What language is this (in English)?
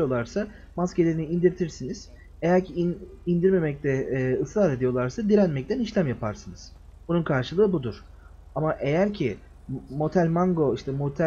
Turkish